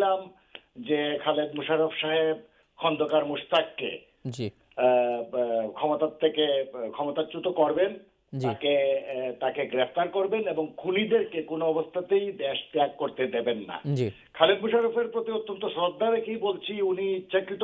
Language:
Bangla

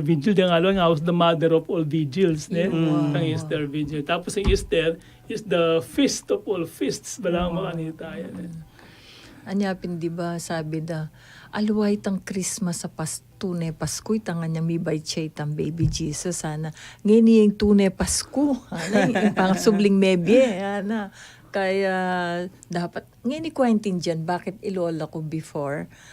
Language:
Pampanga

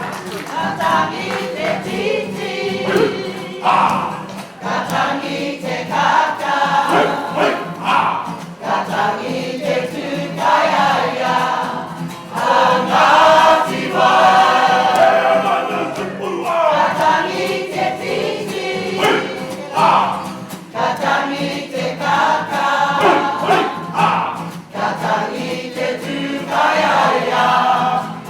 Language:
Māori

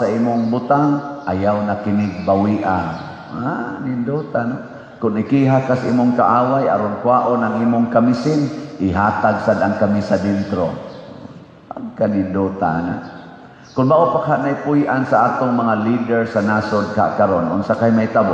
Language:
Cebuano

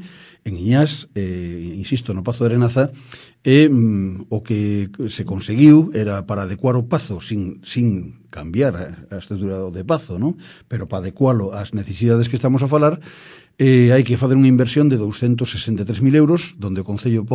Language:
Galician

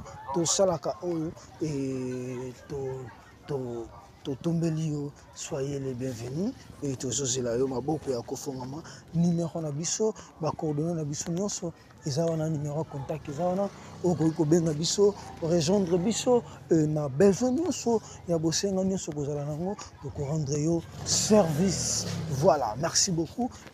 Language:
Lingala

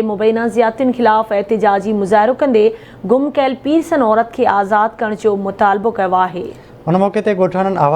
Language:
Sindhi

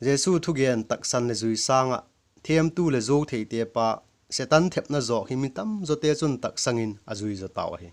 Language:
Vaiphei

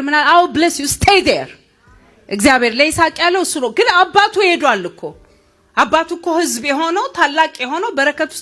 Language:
Amharic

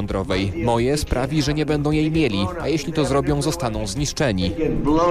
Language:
Polish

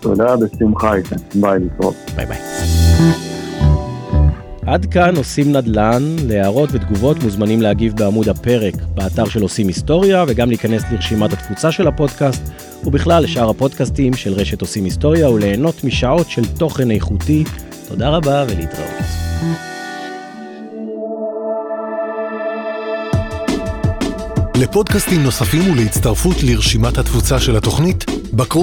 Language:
Hebrew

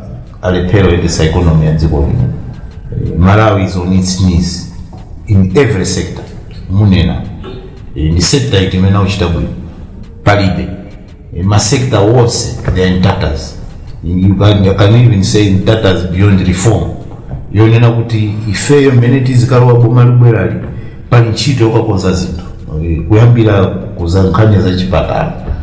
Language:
Nyanja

